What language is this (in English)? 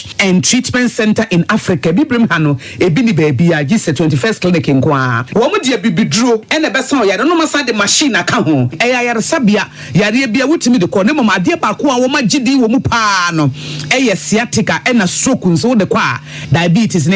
Akan